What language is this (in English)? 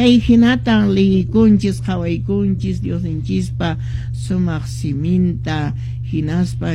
Quechua